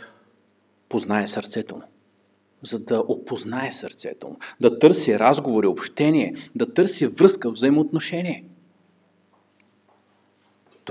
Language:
Bulgarian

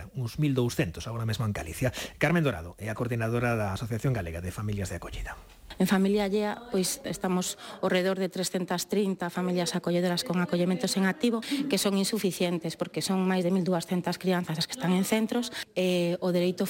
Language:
Galician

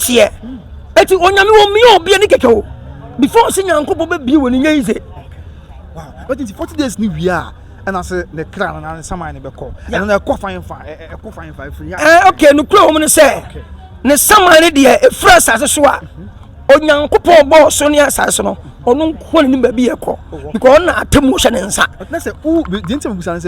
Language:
Akan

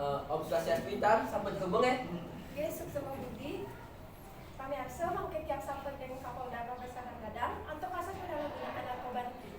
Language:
Balinese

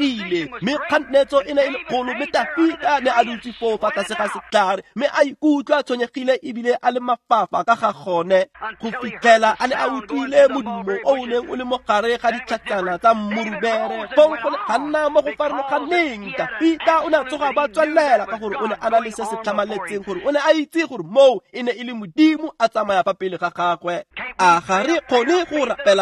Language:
Tswana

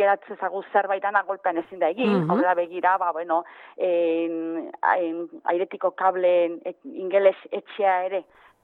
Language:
Basque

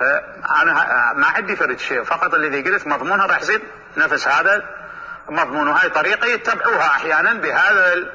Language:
Mesopotamian Arabic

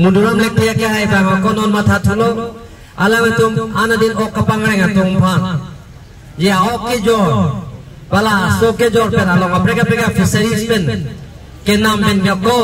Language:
Karbi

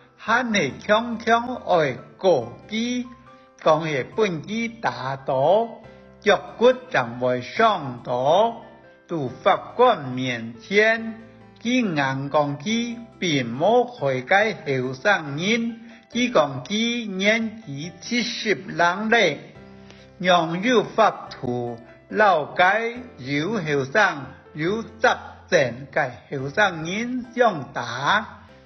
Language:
Hakka Chinese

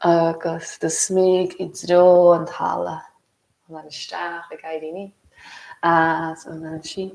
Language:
Irish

